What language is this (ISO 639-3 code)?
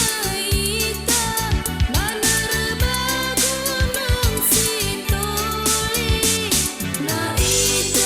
nia